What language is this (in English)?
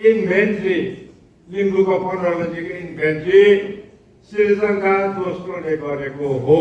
Nepali